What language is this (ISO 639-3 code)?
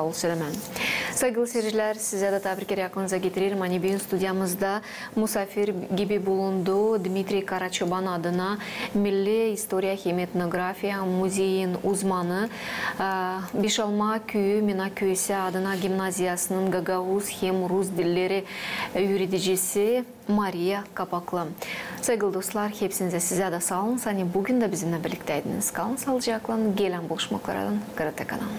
gag